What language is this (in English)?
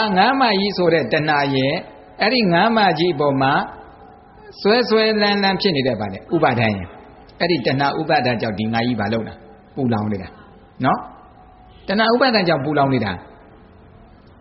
Burmese